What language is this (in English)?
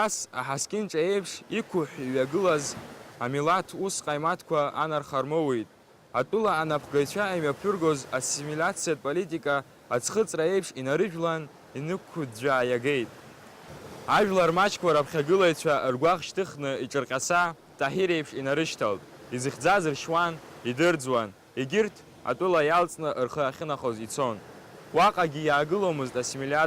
Abkhazian